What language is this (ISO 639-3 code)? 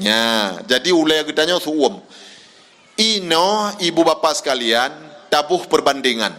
ace